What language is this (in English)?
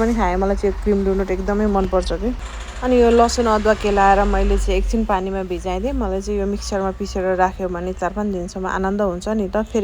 Nepali